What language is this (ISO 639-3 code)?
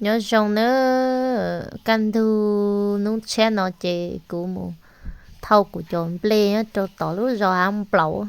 hmn